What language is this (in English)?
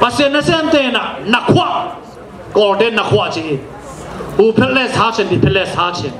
Tedim Chin